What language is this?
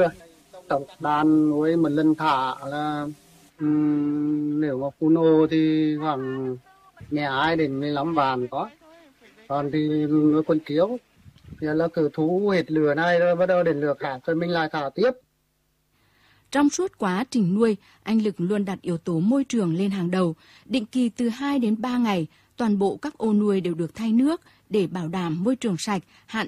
Vietnamese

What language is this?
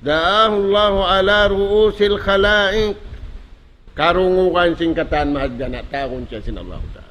Tausug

